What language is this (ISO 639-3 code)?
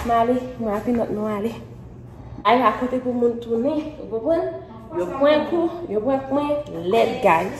hat